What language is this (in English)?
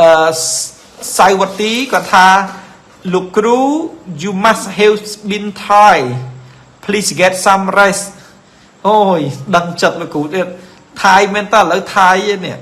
Khmer